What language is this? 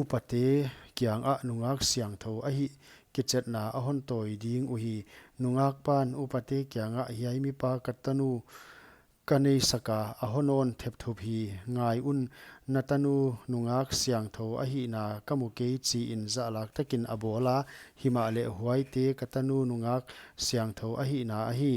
Paite Chin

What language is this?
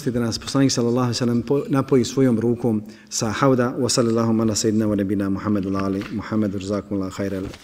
Bosnian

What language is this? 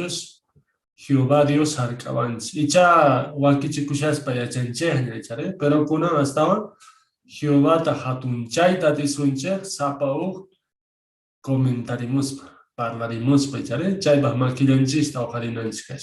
South Bolivian Quechua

